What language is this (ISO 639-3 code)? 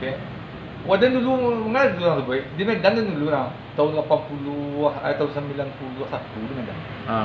min